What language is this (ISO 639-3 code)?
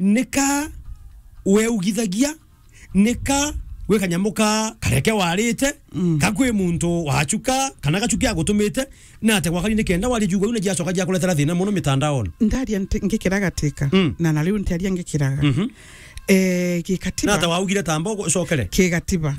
mer